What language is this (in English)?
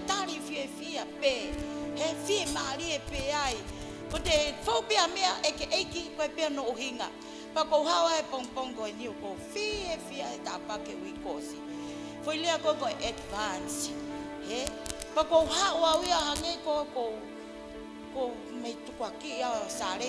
Tongan